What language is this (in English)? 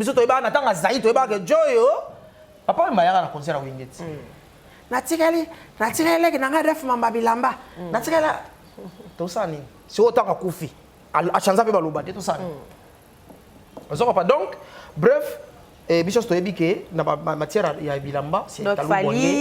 Lingala